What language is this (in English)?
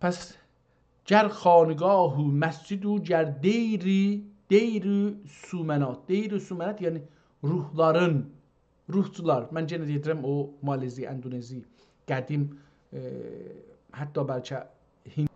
South Azerbaijani